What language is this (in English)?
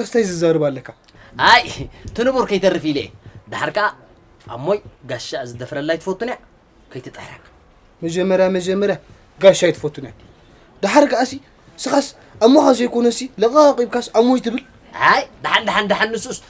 Tigrinya